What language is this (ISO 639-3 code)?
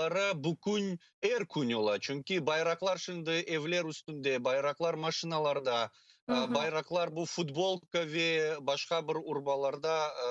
crh